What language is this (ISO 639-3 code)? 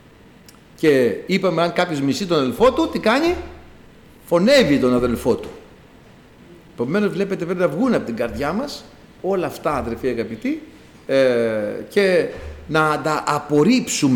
ell